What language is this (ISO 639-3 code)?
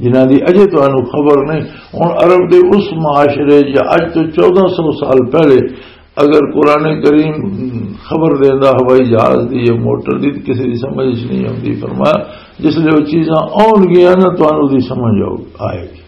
lah